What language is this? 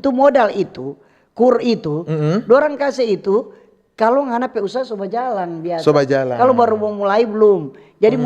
Manado Malay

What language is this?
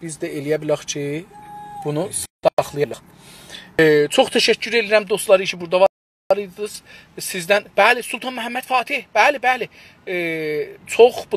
South Azerbaijani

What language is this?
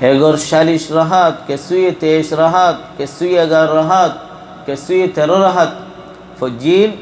Rohingya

